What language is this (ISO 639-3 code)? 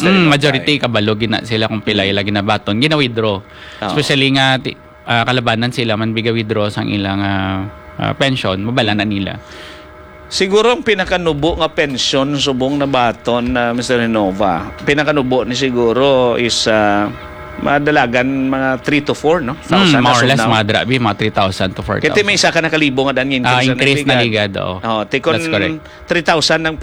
hil